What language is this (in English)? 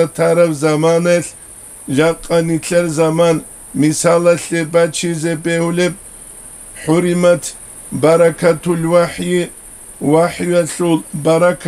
Avaric